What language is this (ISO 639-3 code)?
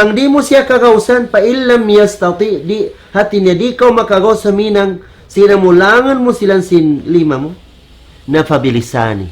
tsg